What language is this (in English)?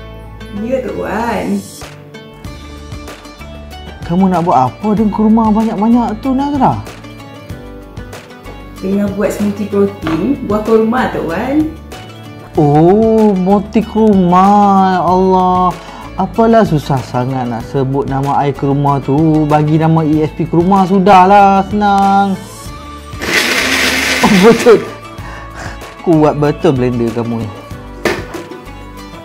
Malay